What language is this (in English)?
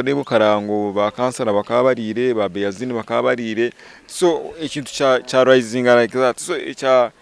Nyankole